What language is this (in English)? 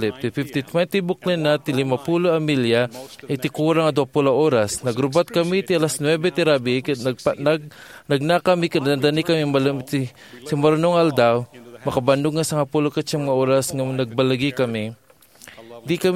Iloko